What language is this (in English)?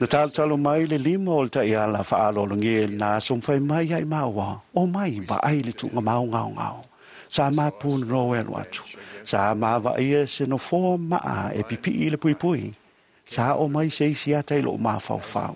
Samoan